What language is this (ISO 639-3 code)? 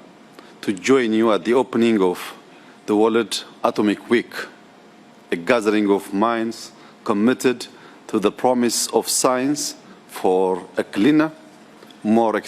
eng